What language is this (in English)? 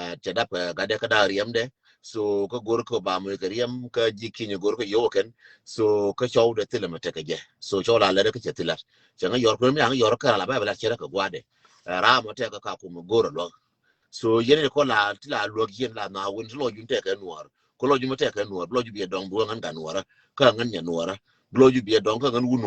Nuer